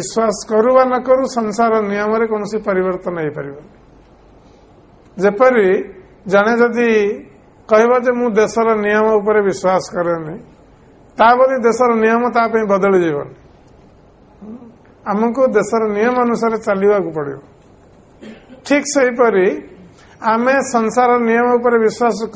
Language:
Odia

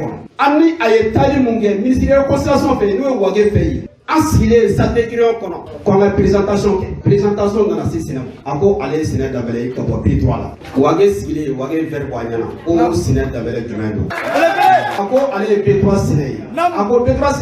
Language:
Bambara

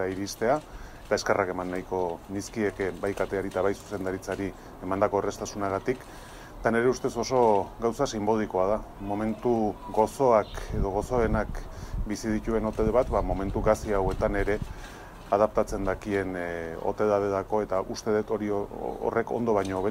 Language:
Basque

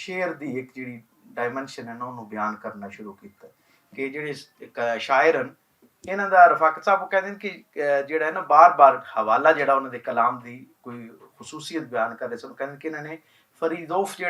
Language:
Western Panjabi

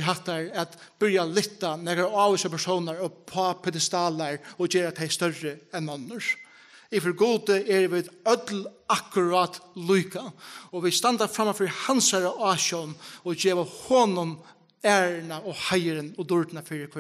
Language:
Faroese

